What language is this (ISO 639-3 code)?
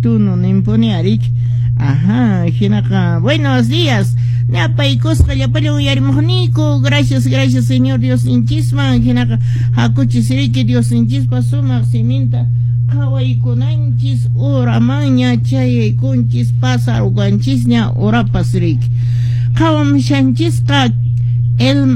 que